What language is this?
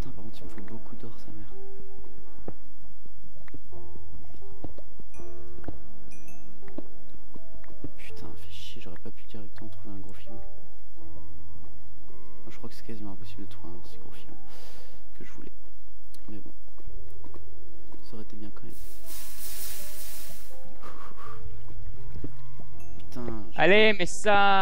French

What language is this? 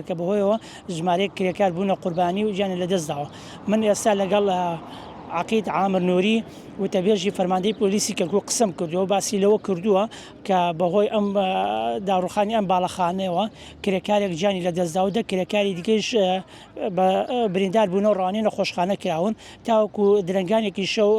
Central Kurdish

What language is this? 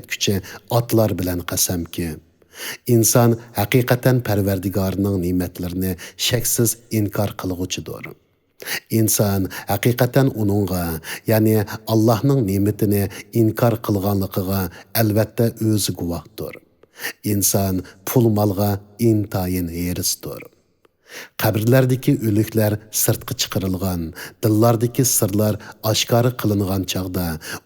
Uyghur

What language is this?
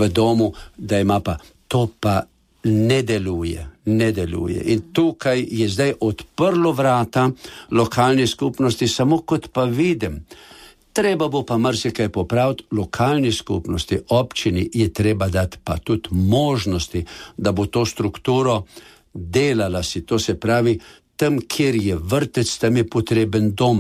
Slovenian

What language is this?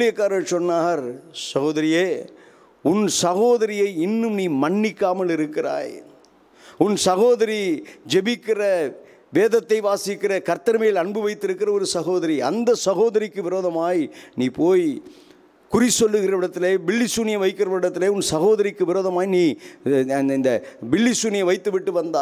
Tamil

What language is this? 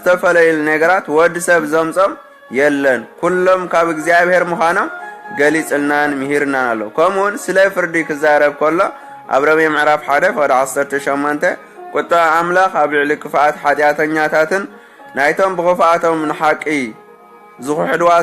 Tigrinya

